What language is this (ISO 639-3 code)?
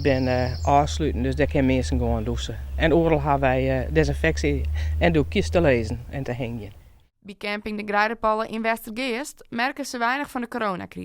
fry